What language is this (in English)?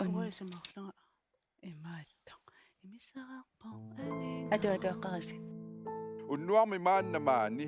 Kalaallisut